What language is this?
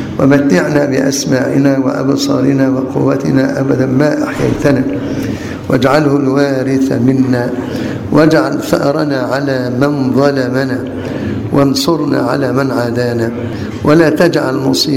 Arabic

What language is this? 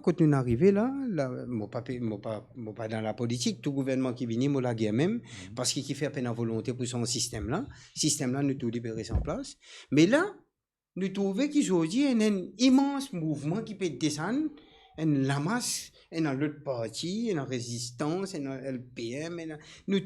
Morisyen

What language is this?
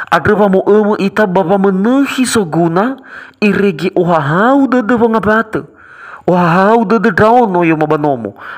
Nias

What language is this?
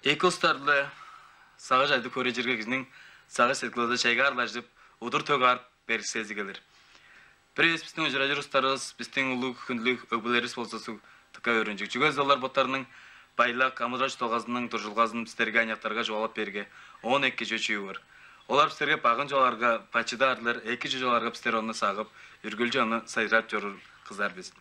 Tuvinian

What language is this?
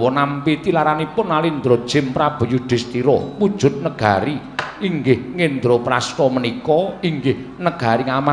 Javanese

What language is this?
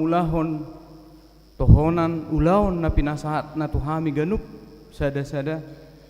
Batak Toba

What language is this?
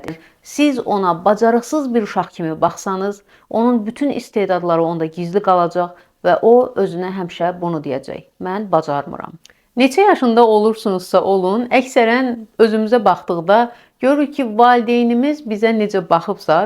Azerbaijani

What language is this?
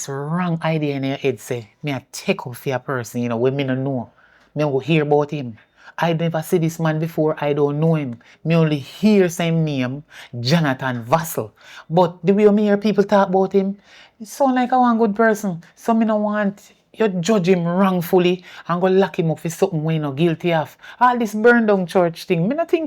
Jamaican Creole English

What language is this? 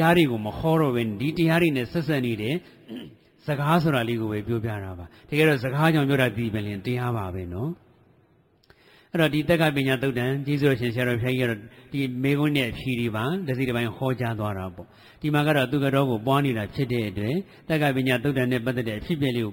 Burmese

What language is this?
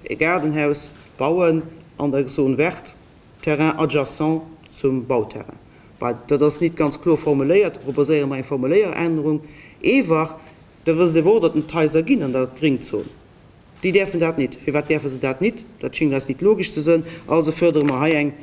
Luxembourgish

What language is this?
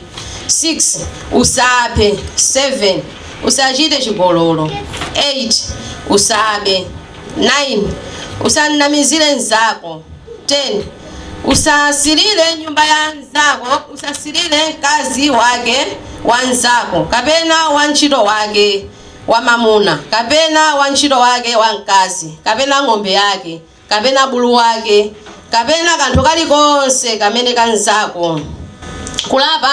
Nyanja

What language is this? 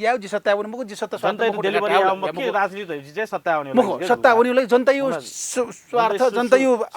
Newari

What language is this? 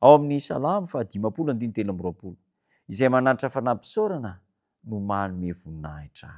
Malagasy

